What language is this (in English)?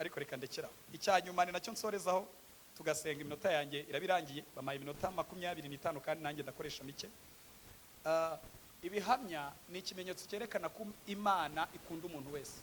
Kinyarwanda